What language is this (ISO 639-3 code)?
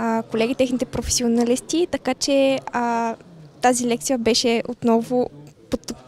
bul